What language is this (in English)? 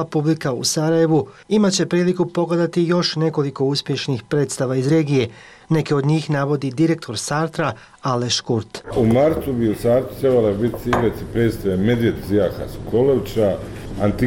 Bosnian